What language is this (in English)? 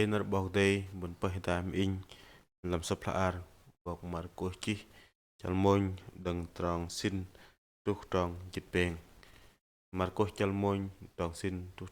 Bahnar